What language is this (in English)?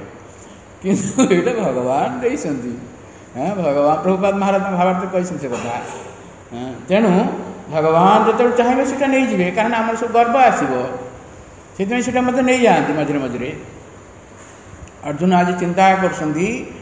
Odia